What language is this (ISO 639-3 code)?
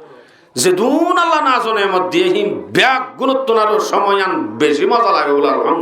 rhg